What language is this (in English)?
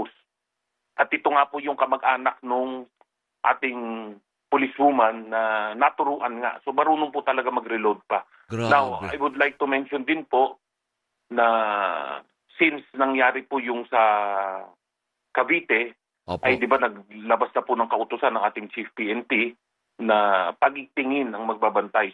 Filipino